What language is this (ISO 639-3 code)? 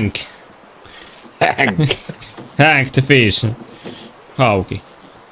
fin